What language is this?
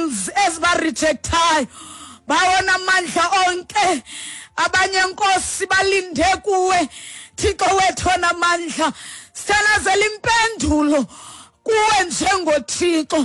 Xhosa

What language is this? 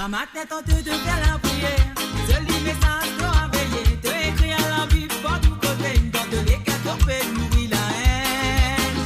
Morisyen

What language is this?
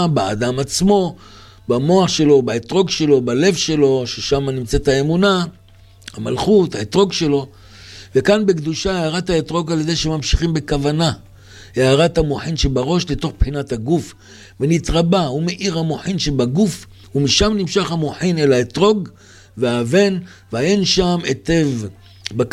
Hebrew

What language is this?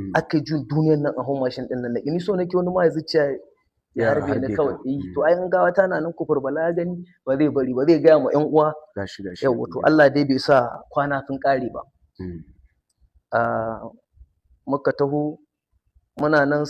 Hausa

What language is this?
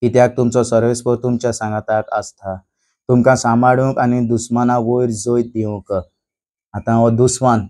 Konkani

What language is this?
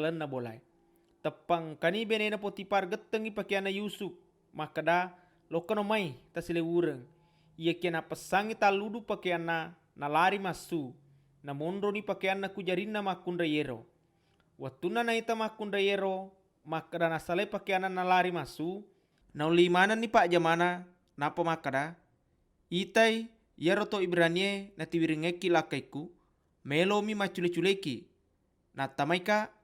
Buginese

